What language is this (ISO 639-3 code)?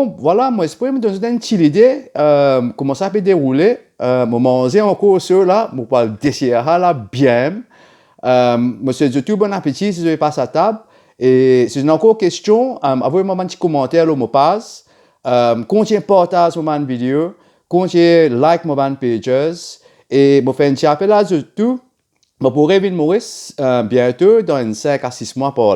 mfe